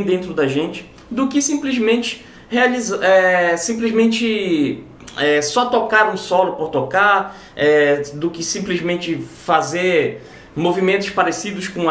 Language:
Portuguese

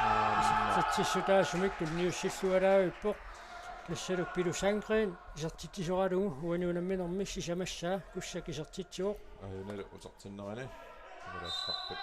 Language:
Kalaallisut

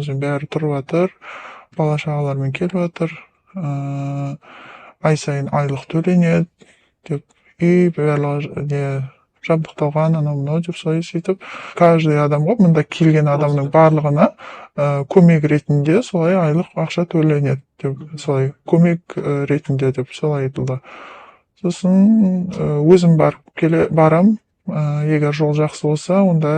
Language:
Kazakh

